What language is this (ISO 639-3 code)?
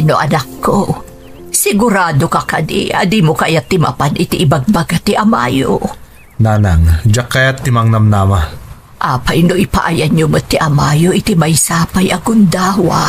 ilo